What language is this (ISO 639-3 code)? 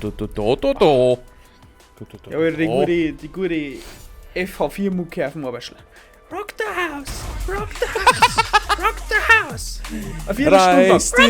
bar